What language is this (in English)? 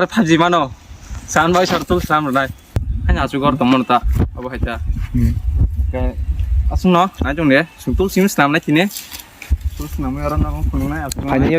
Kok Borok